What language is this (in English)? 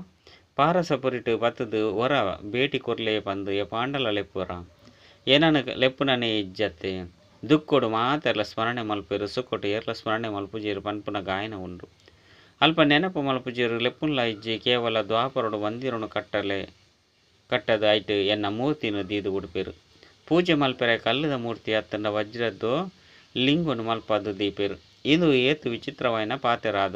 Tulu